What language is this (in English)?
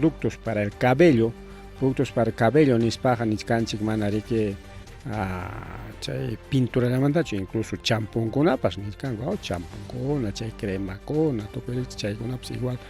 Ayacucho Quechua